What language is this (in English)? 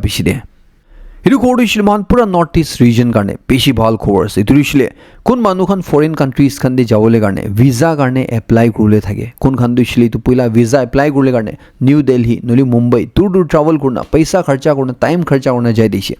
Naga Pidgin